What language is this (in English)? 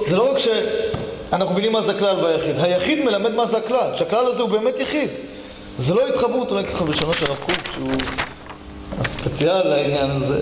Hebrew